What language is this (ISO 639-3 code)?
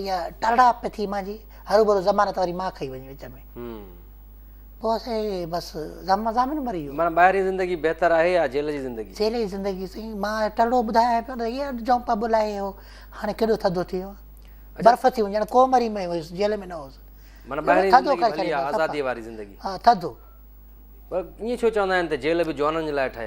snd